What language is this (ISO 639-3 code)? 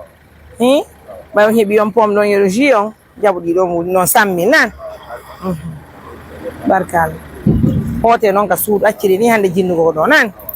ful